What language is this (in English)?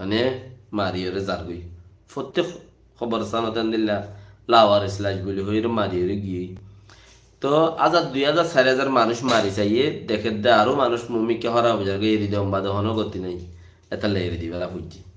Rohingya